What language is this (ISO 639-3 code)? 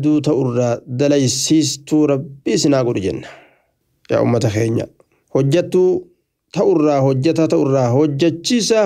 orm